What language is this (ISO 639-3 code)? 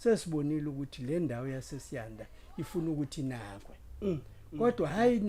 zul